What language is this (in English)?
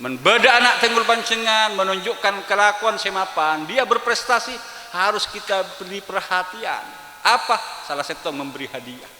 Madurese